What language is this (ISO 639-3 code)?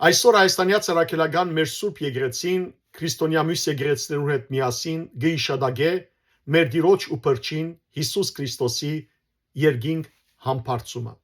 hyw